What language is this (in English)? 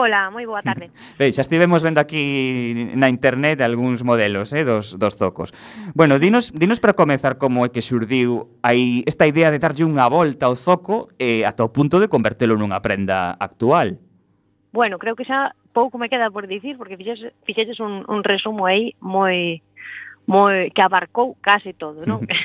Galician